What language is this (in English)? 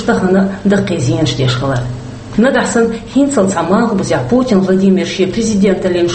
Chechen